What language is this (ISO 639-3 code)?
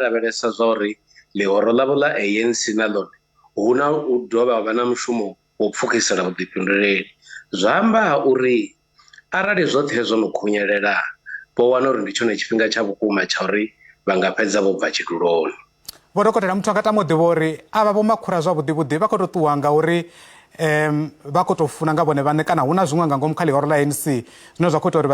ven